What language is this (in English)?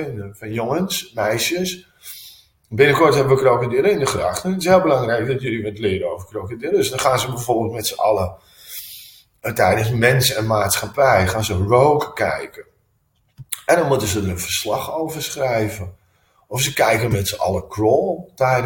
Dutch